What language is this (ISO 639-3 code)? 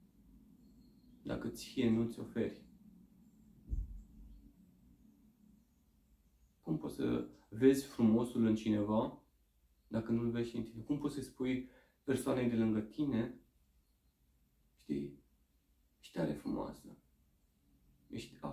ron